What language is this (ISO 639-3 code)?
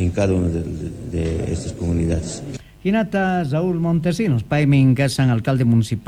quh